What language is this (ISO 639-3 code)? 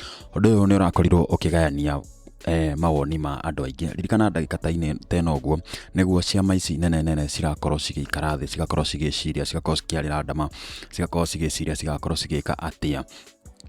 kik